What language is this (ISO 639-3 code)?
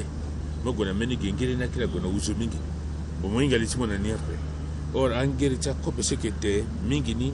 sag